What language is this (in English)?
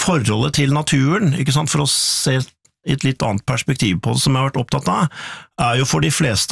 Norwegian